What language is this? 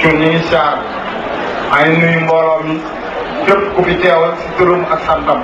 Wolof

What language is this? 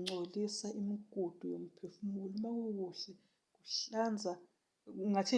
Zulu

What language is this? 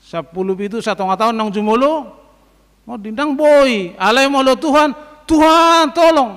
Batak Toba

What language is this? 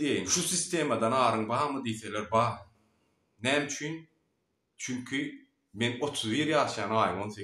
Turkmen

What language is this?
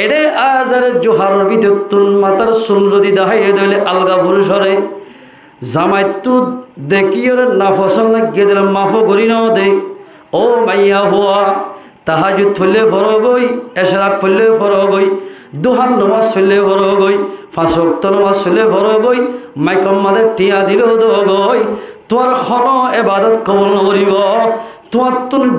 Rohingya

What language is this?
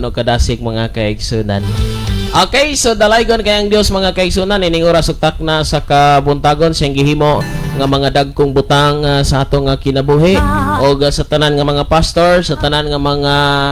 Cebuano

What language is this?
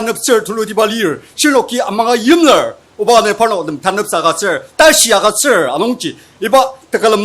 Ao Naga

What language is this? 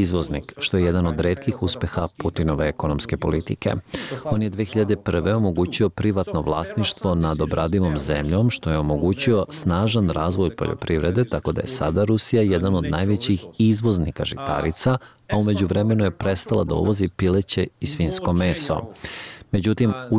Serbian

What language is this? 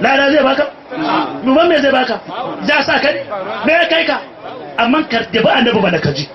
Hausa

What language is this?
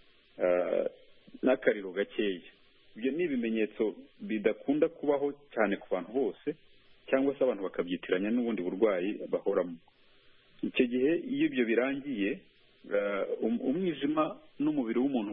Kinyarwanda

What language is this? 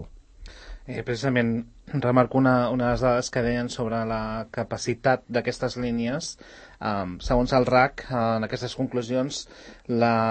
Catalan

